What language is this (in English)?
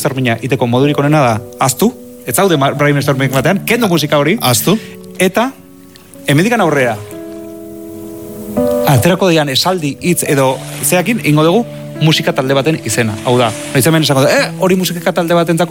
Basque